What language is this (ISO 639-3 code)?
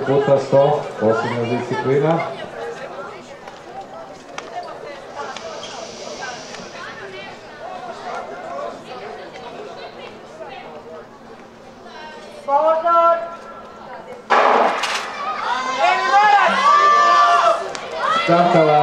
hrv